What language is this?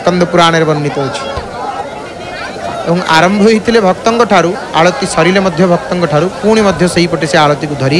Odia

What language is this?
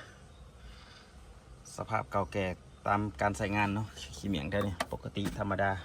Lao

